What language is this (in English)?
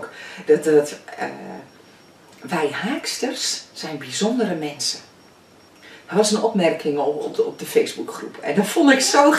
Dutch